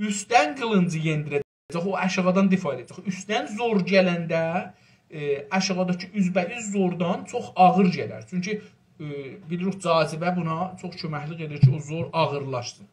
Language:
South Azerbaijani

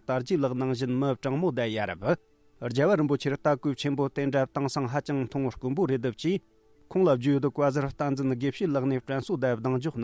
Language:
Tibetan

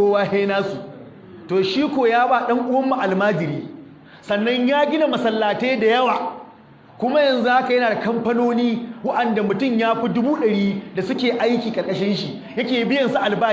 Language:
Hausa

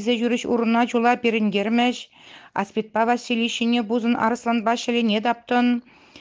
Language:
Chuvash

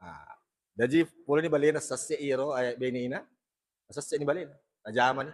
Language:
Buginese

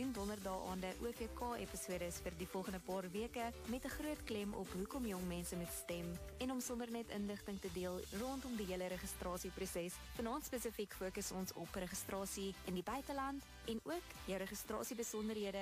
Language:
Afrikaans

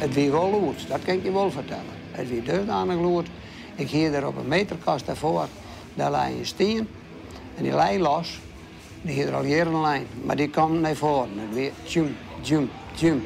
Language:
Western Frisian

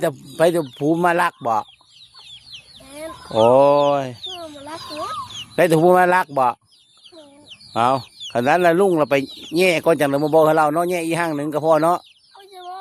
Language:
Lao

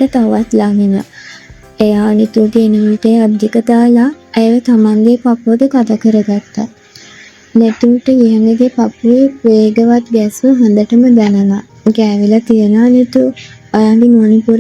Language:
Sinhala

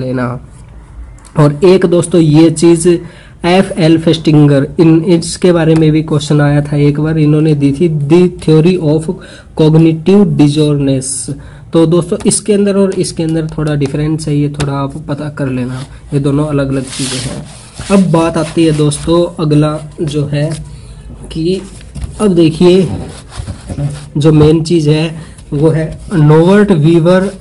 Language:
Hindi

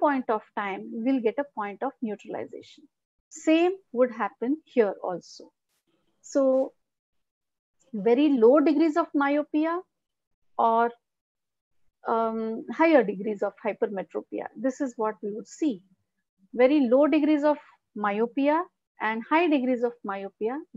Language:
English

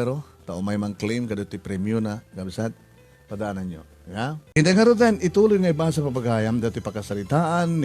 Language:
Iloko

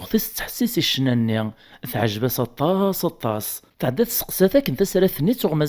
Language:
Kabyle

